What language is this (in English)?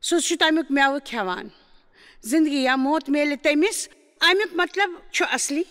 Kashmiri